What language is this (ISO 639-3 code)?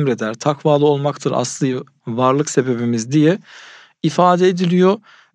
tur